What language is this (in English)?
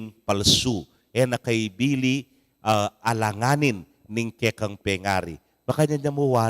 Pampanga